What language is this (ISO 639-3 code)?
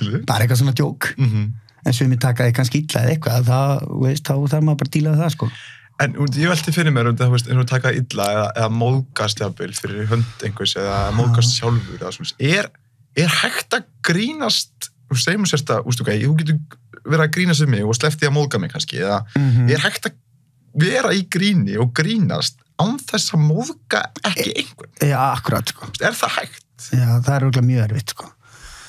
isl